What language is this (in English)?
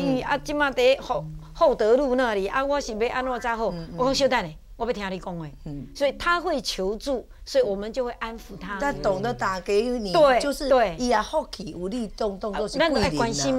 Chinese